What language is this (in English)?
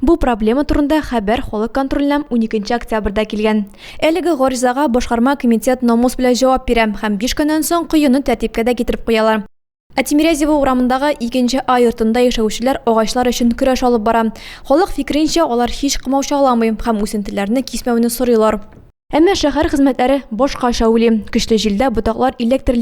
Tatar